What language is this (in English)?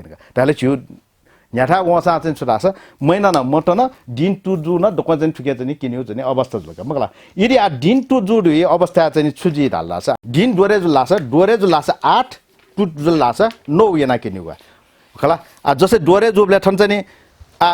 Newari